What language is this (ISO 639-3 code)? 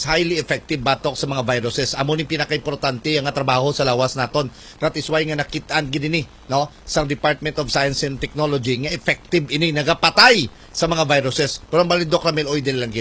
hil